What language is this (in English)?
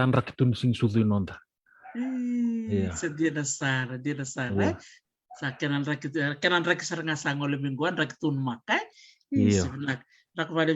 Fijian